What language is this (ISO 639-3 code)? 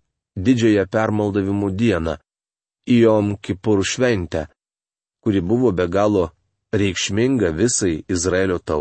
lit